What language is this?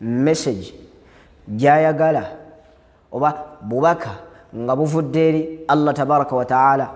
Ganda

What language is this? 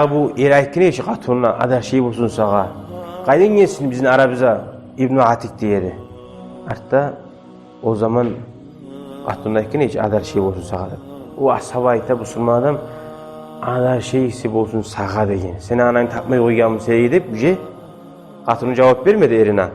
Kumyk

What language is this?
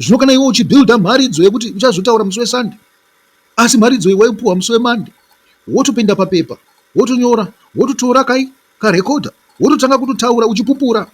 Shona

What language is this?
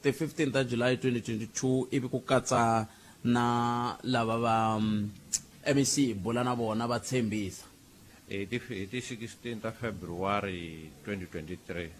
Tsonga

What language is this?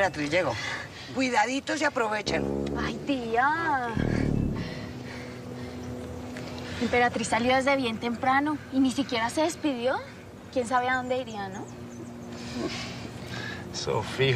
Spanish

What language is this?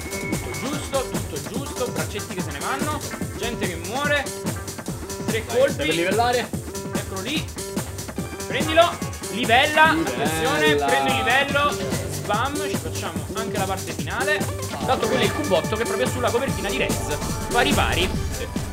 Italian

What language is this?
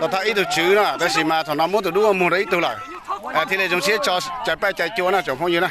Hmong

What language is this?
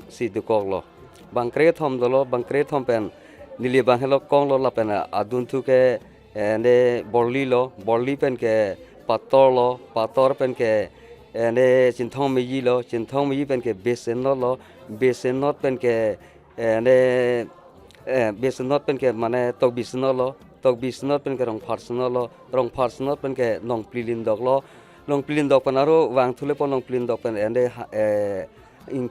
Karbi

